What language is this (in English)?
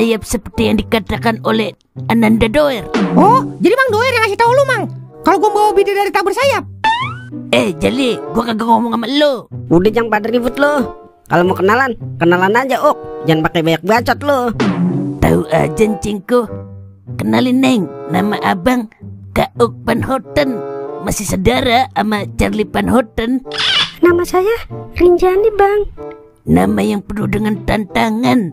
Betawi